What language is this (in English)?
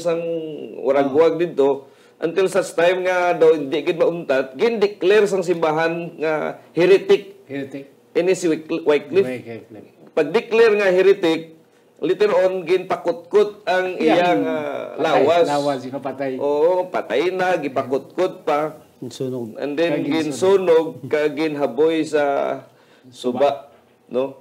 Hiligaynon